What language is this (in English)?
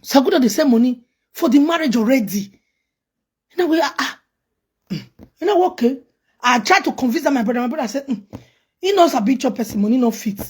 Nigerian Pidgin